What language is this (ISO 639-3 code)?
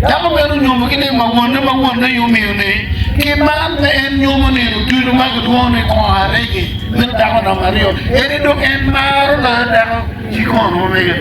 ach